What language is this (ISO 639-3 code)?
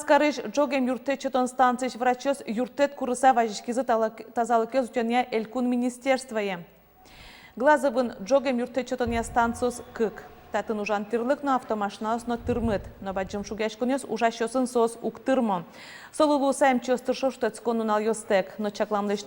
udm